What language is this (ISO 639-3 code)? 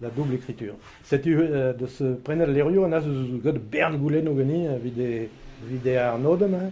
bre